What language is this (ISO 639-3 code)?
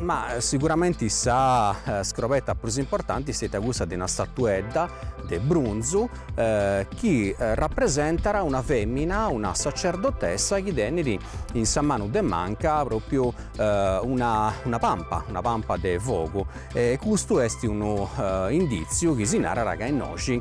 srd